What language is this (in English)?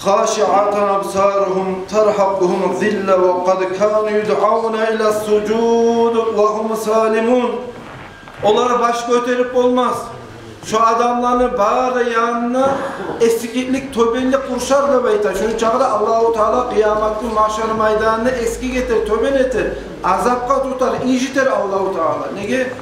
Kumyk